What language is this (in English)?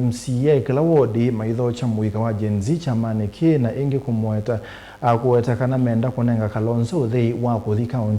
Kamba